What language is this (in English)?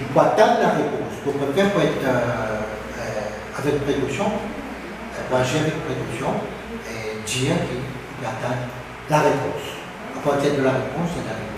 Morisyen